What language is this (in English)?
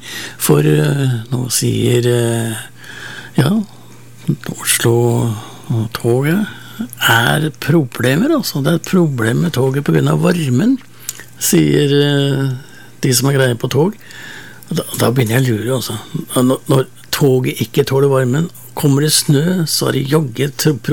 Norwegian